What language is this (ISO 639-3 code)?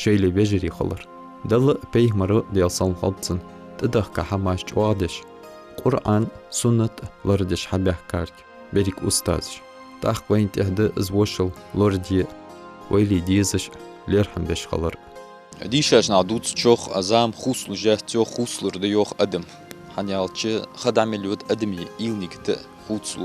inh